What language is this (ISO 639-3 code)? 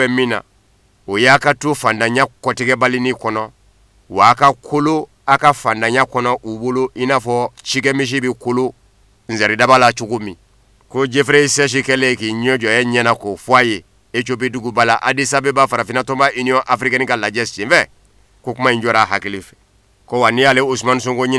bam